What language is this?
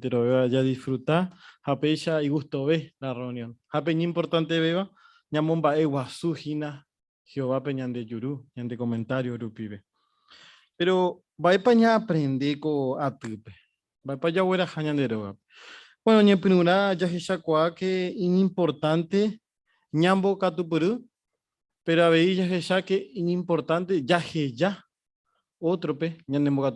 Guarani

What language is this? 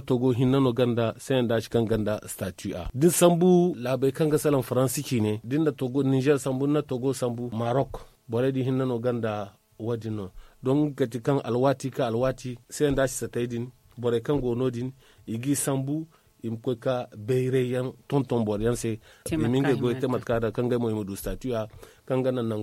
Zarma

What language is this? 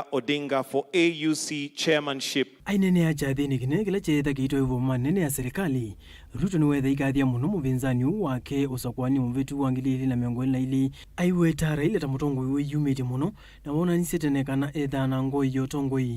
Kamba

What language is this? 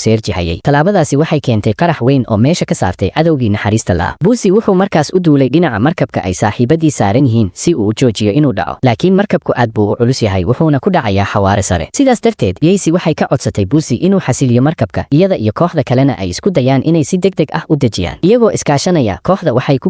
Somali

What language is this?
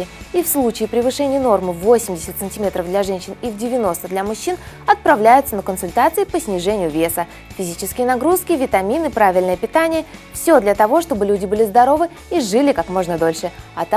Russian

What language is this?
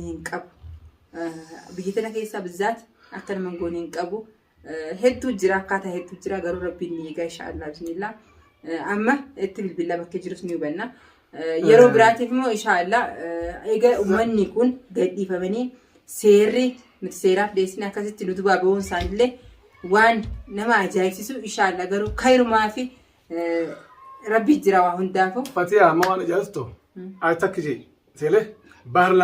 Oromo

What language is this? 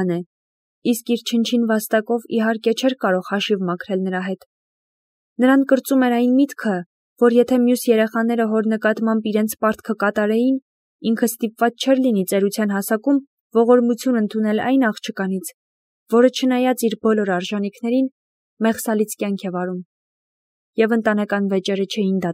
Armenian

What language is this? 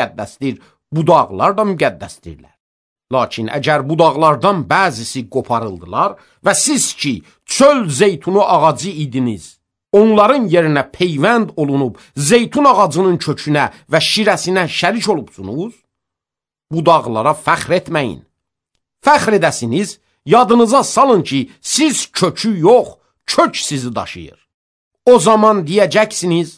Azerbaijani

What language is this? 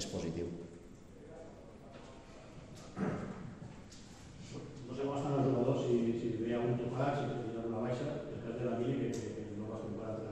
Catalan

